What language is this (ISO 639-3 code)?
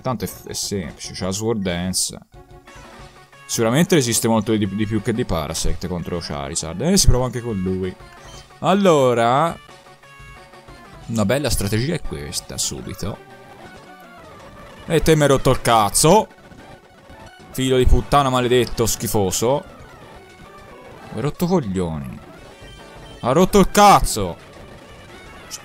ita